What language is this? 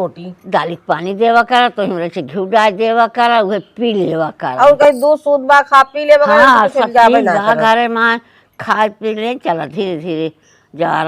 Awadhi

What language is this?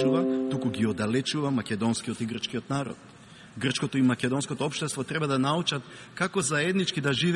Macedonian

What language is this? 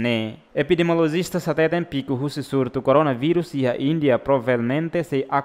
Tetum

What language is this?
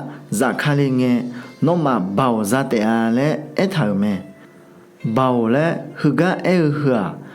Akha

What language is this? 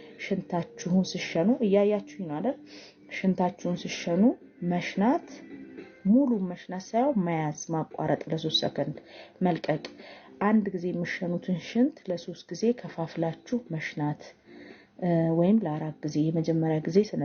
Amharic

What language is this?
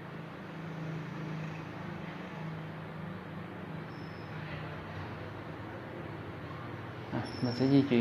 Vietnamese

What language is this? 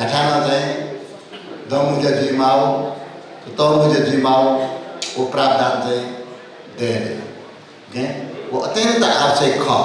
Newari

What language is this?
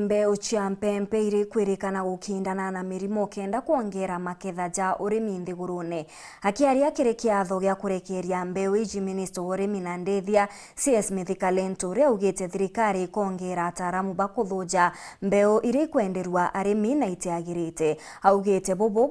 Meru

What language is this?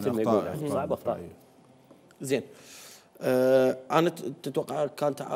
Mesopotamian Arabic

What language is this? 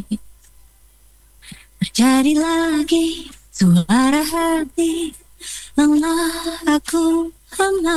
Indonesian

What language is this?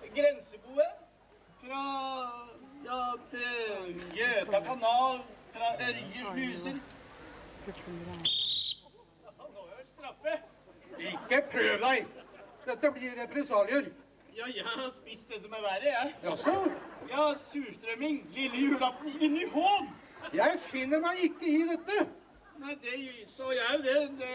Norwegian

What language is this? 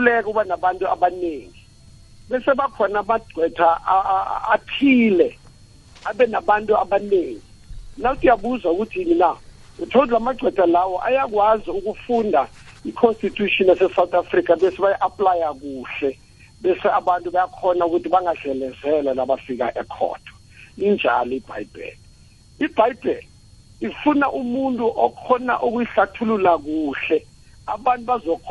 South Ndebele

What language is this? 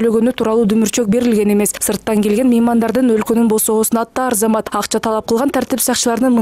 Kyrgyz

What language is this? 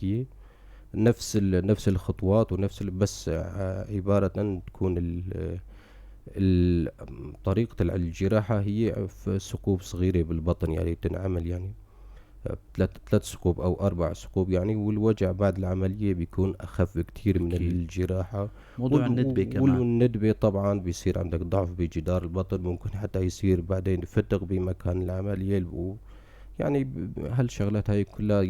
North Levantine Arabic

